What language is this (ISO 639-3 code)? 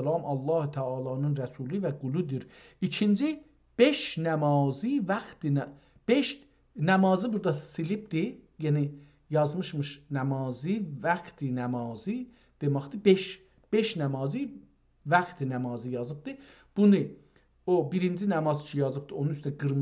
azb